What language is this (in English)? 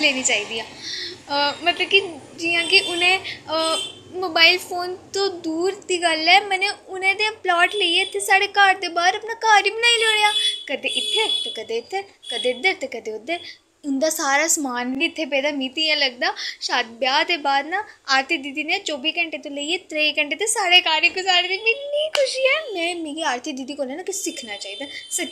Dogri